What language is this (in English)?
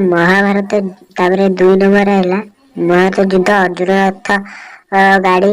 Odia